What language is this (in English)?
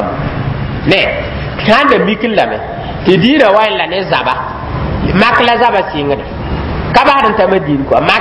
Mossi